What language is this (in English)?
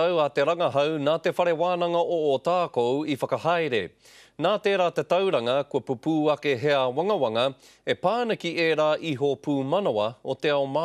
Māori